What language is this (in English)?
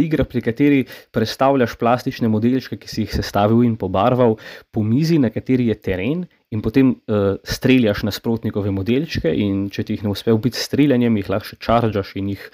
Slovenian